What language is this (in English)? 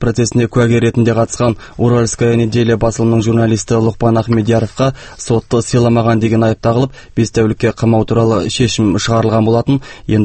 Kazakh